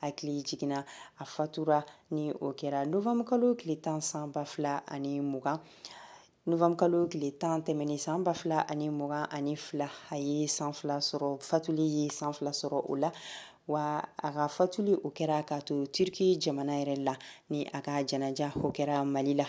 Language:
Bambara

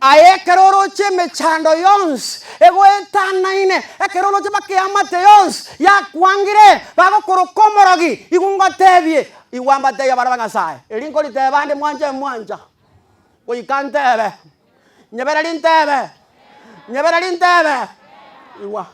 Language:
Gusii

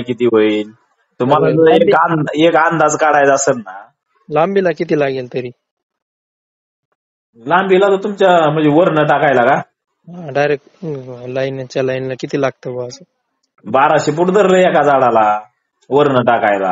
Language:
Marathi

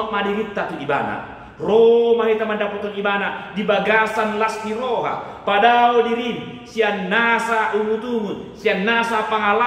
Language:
Batak Toba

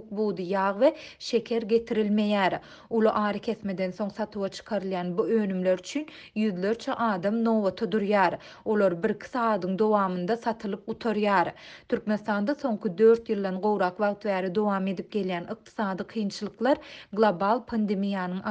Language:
Turkmen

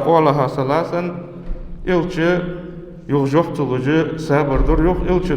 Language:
Ingush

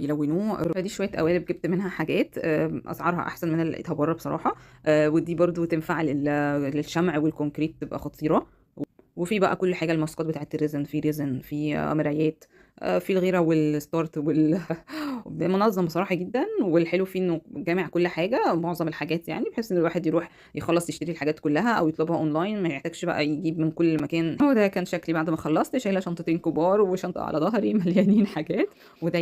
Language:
Egyptian Arabic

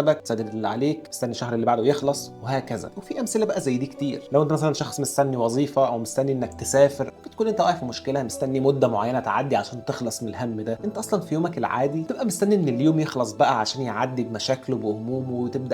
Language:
Egyptian Arabic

